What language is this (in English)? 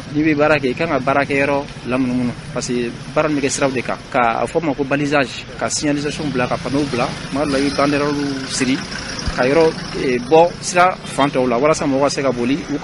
Bambara